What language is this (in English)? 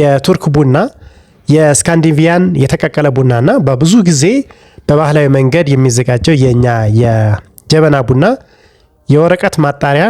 Amharic